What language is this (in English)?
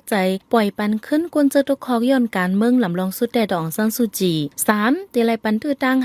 Shan